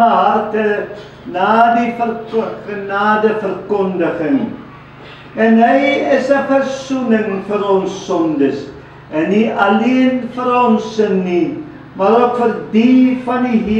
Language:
Afrikaans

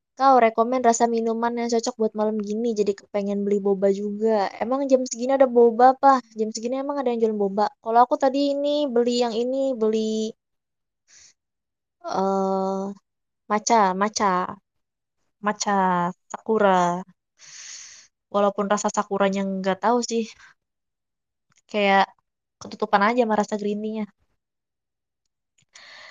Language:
Indonesian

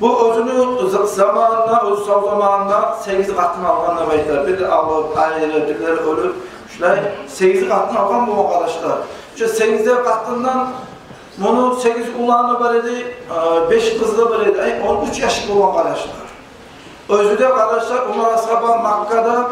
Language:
Kumyk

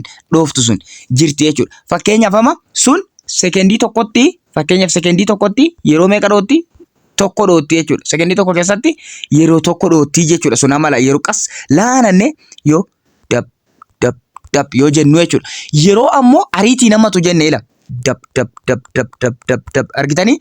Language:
Oromo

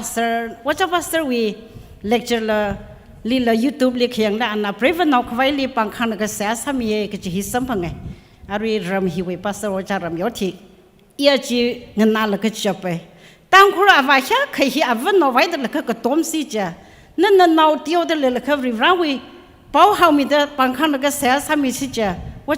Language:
Tangkhul Naga (India)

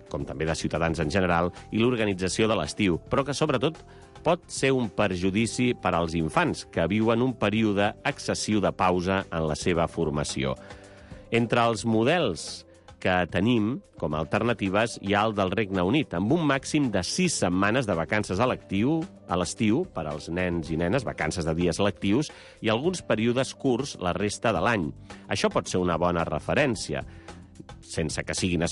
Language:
Catalan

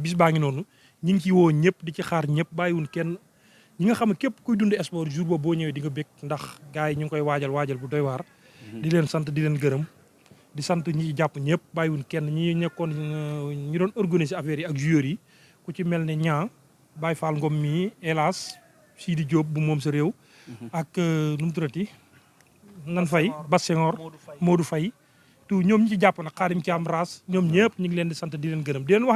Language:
Wolof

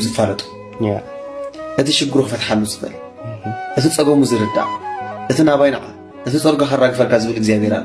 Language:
Tigrinya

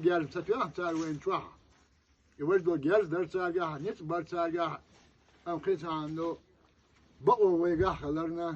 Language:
Chechen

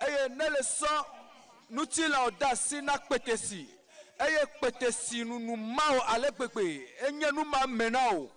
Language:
Ewe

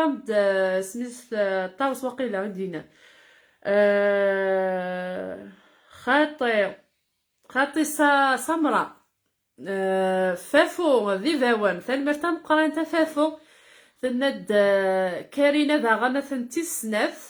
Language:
Kabyle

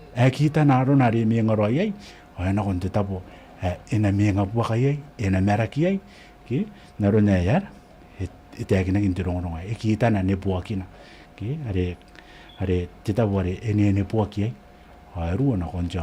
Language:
Gilbertese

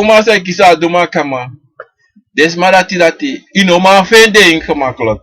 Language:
Sranan Tongo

